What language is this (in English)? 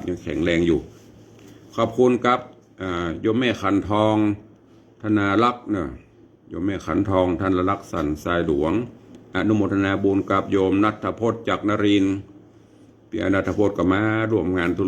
Northern Thai